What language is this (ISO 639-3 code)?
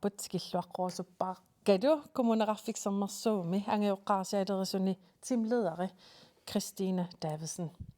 kal